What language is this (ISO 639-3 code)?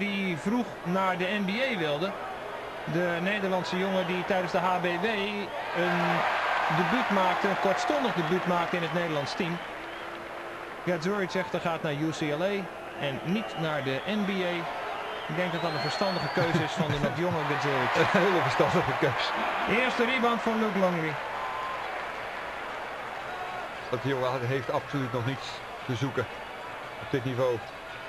nld